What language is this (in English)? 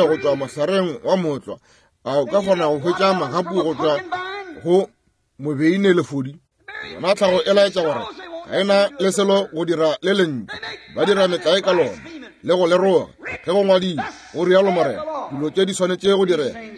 Northern Sotho